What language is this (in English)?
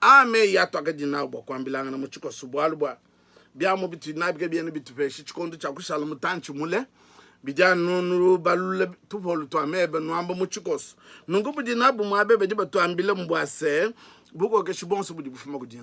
Luba-Lulua